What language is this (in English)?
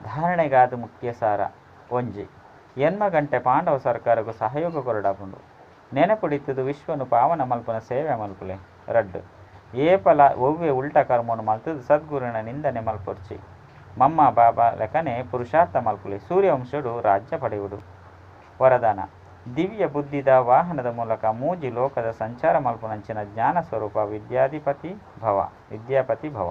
Tulu